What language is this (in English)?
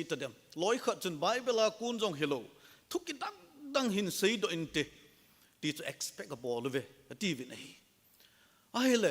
Thado Chin